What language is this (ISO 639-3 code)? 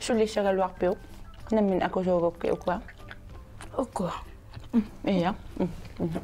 kal